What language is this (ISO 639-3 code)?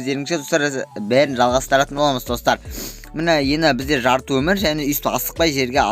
kaz